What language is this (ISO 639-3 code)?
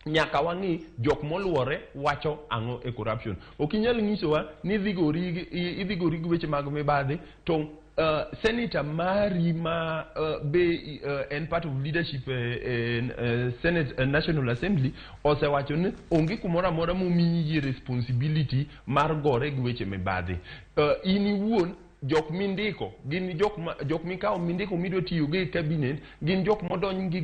luo